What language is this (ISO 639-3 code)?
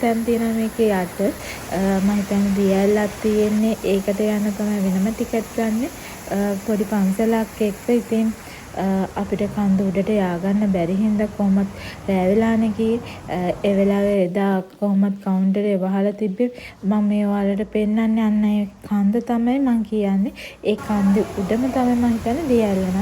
sin